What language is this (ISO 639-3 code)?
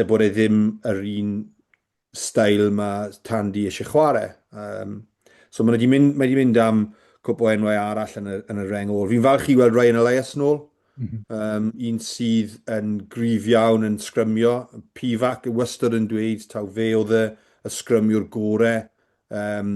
cym